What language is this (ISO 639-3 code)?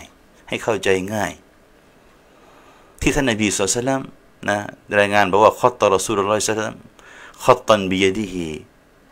tha